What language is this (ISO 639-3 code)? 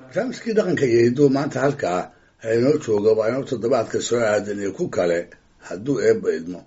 som